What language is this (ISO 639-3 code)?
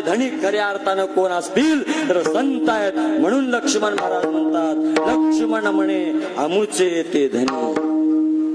mar